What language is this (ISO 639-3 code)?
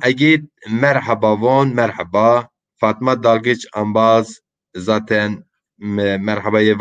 zza